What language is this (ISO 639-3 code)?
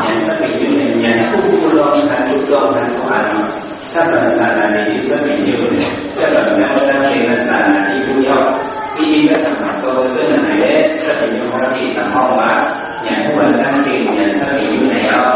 shn